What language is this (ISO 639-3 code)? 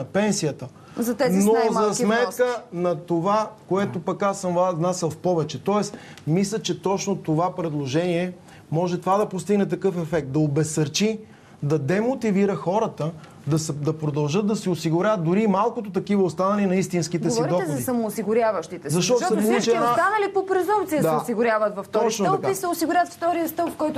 bul